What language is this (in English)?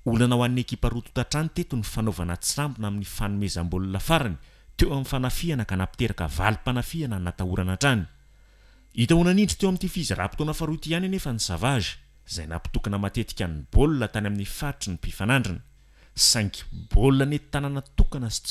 Malagasy